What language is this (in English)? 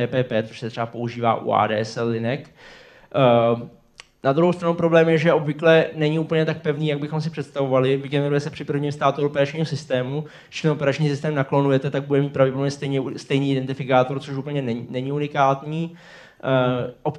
Czech